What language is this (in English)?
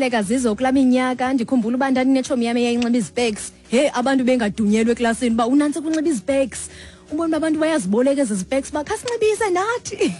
Xhosa